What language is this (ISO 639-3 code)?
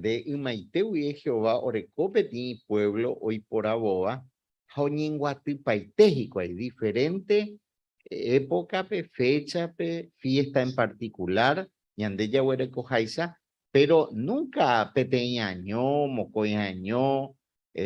grn